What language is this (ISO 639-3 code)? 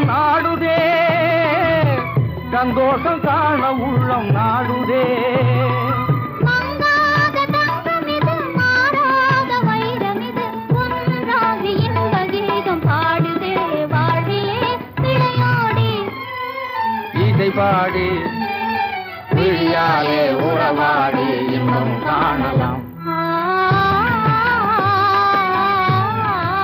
tam